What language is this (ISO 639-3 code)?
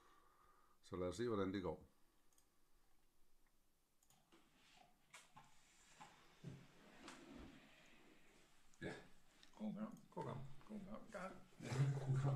dan